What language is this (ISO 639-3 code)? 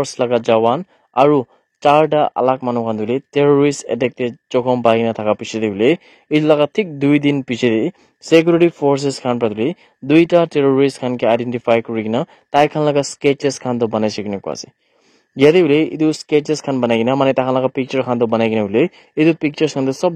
nag